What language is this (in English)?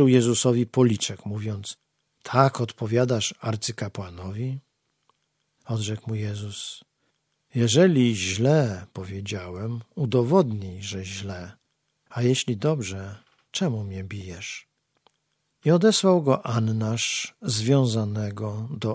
Polish